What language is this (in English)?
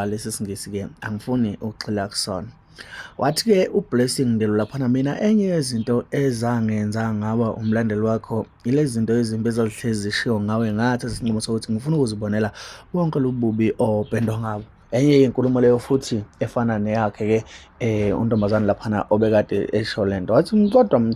Zulu